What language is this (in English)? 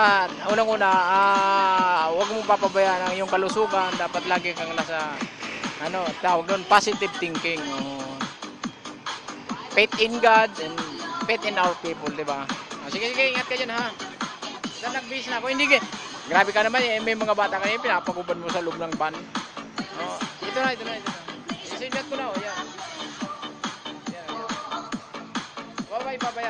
Filipino